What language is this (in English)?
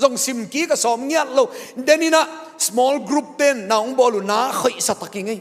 Tedim Chin